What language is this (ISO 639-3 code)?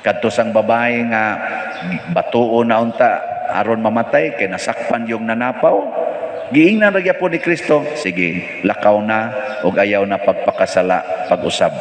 ceb